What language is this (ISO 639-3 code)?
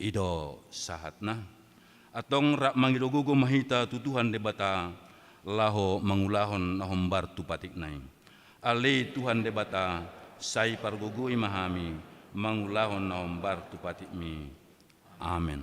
bbc